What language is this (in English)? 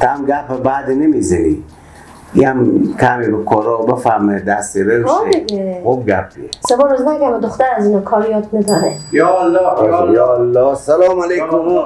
Persian